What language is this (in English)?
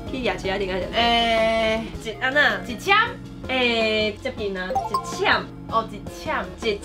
Min Nan Chinese